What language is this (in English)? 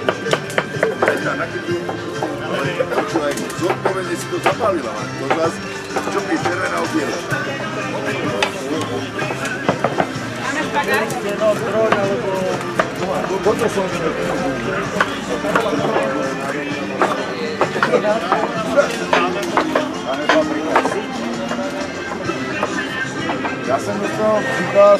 Slovak